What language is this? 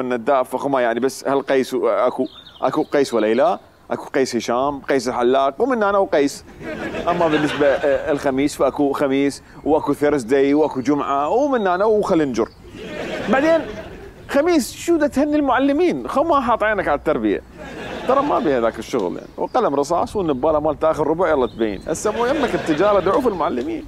Mesopotamian Arabic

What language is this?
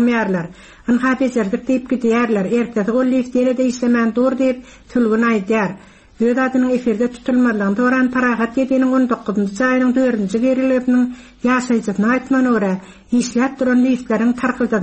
Turkmen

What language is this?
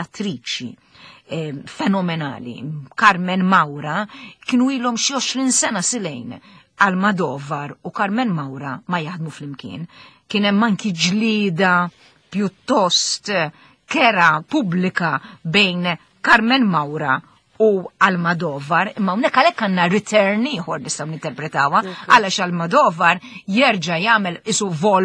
Maltese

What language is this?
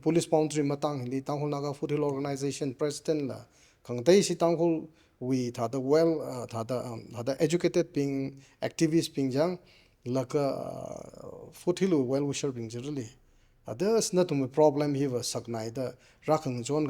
Tangkhul Naga (India)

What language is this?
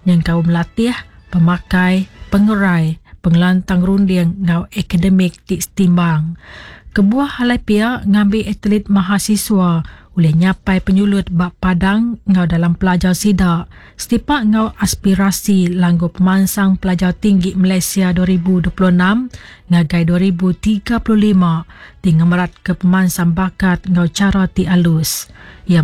Iban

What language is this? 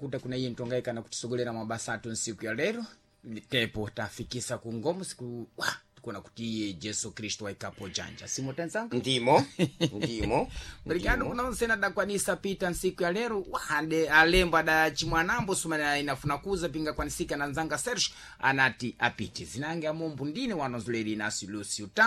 Sena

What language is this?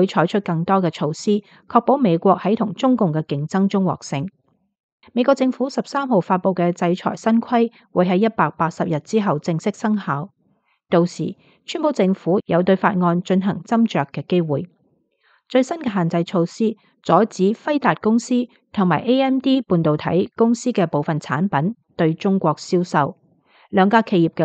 Cantonese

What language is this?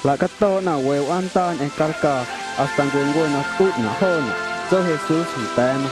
Guerrero Amuzgo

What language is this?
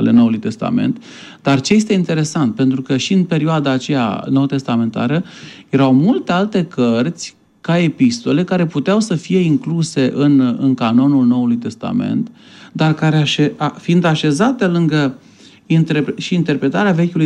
Romanian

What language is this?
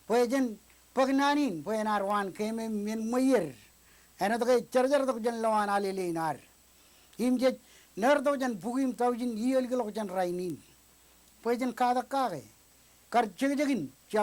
Marshallese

